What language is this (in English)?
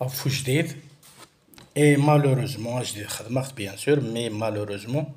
Kabyle